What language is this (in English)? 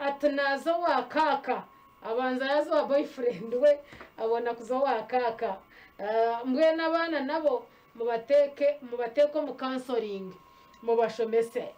Nyankole